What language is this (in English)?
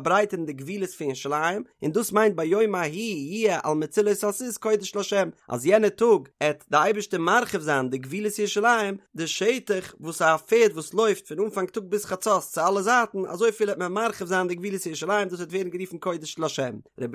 Yiddish